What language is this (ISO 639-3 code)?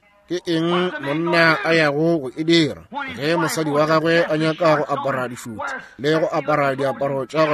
nso